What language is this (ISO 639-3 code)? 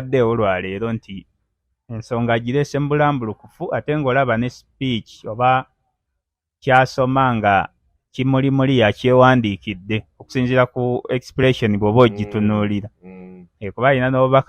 lug